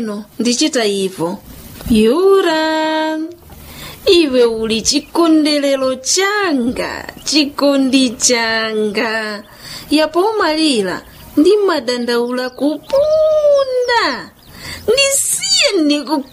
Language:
Nyanja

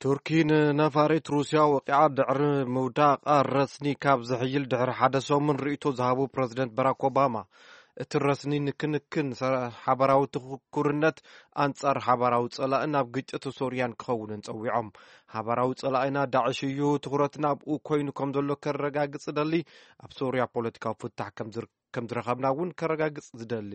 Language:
Tigrinya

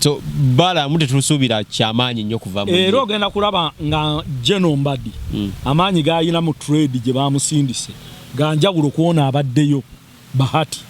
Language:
Ganda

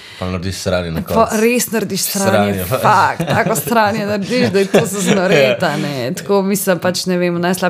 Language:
Slovenian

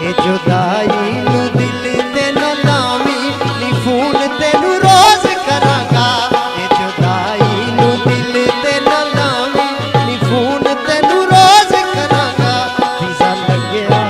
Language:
Pahari-Potwari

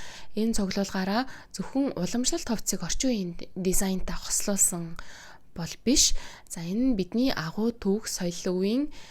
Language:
Mongolian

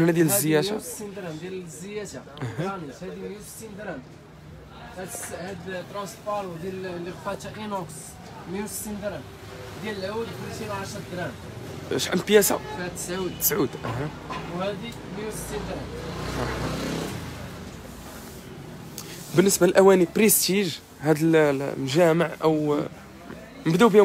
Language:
Moroccan Arabic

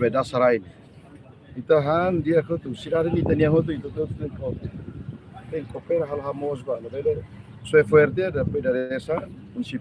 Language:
Tetum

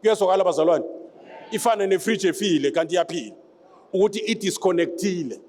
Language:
Zulu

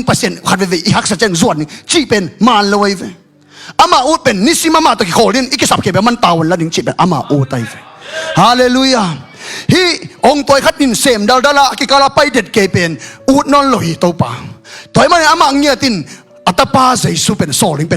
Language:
Tedim Chin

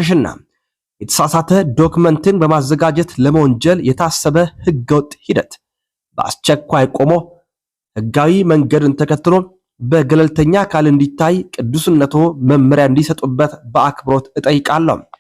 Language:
Amharic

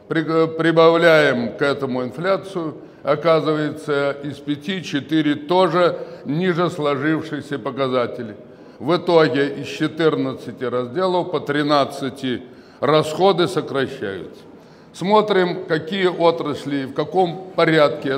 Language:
Russian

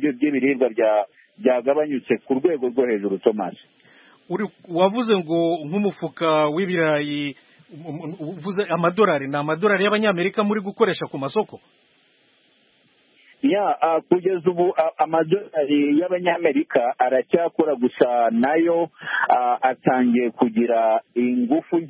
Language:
Kinyarwanda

